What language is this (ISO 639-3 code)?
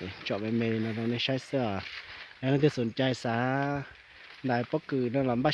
hmn